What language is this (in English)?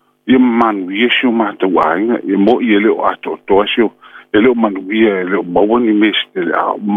Samoan